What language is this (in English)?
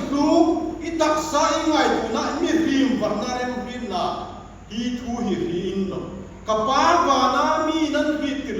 Hmar